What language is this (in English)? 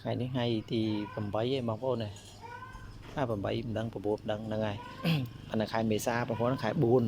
Khmer